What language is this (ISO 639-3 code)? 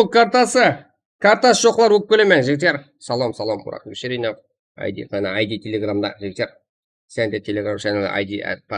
kaa